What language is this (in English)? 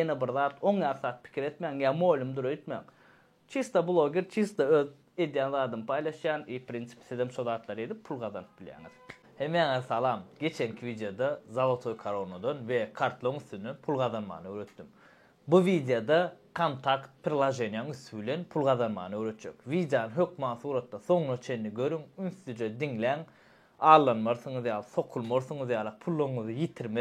Turkmen